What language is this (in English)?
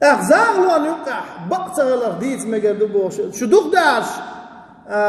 Chechen